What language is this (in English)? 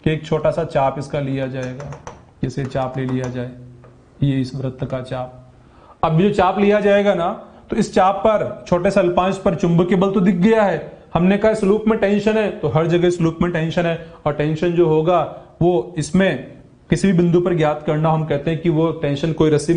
Hindi